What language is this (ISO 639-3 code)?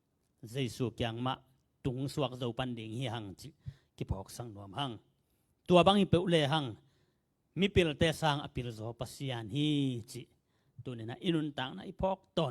ctd